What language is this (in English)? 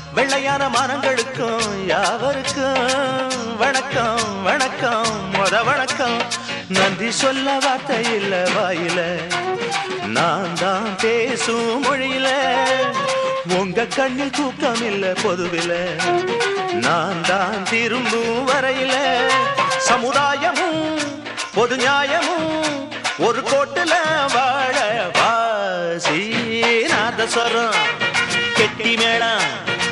Tamil